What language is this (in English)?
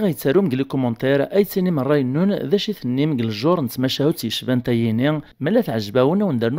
Kabyle